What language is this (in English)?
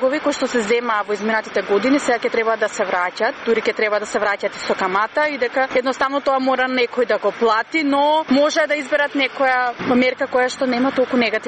Macedonian